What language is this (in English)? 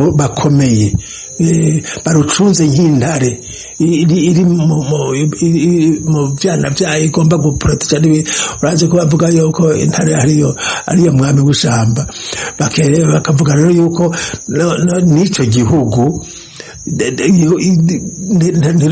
Rundi